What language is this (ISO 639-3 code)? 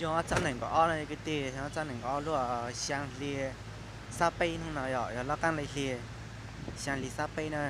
hmn